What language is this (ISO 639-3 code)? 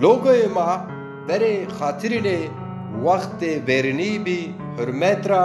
zza